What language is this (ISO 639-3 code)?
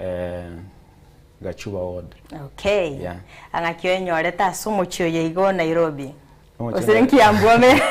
guz